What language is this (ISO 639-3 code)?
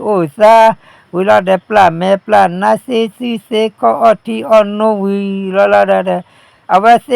ksw